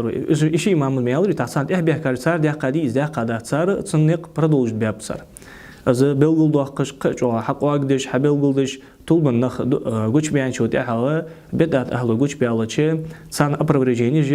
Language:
Ingush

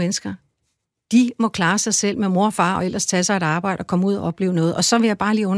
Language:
Danish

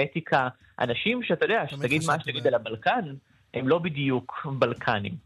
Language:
Hebrew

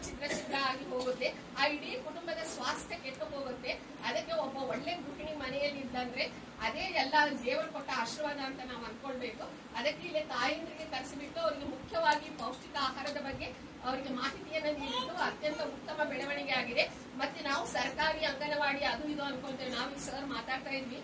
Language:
Kannada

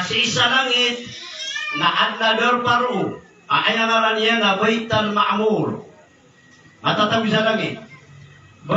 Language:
Maranao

